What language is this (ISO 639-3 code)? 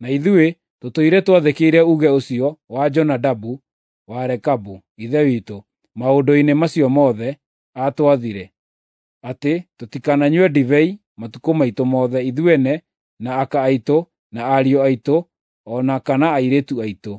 kik